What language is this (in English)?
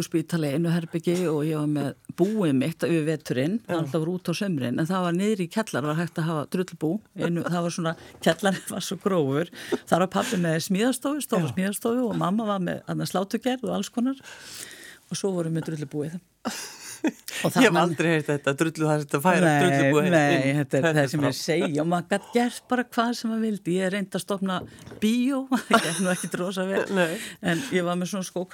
Icelandic